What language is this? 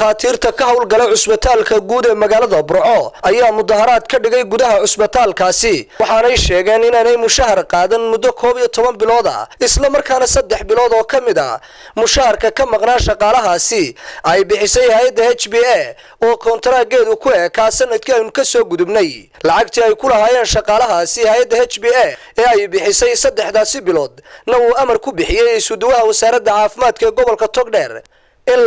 Somali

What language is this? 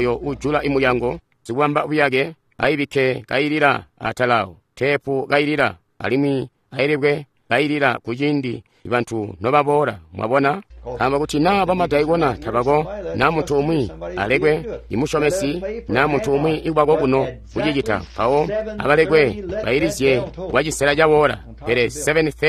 Tonga (Zambia)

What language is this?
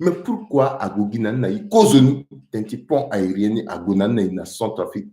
Sango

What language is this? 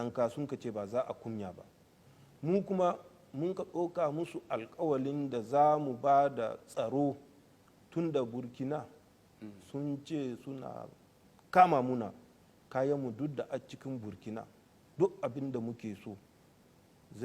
Hausa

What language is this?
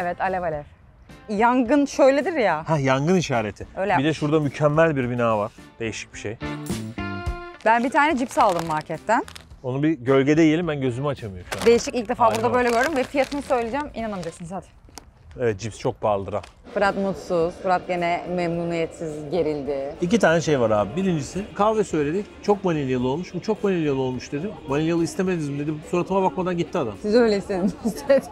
Turkish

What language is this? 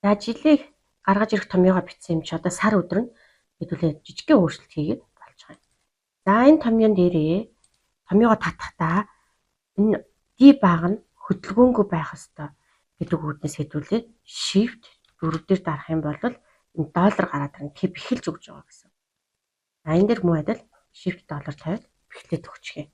Mongolian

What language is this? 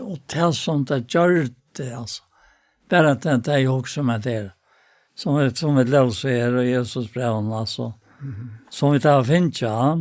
Faroese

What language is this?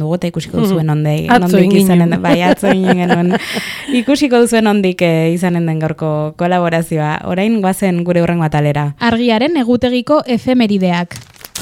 Basque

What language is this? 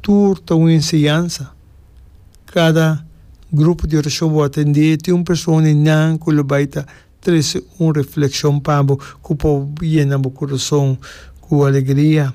Papiamento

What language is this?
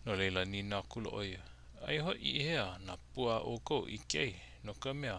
Hawaiian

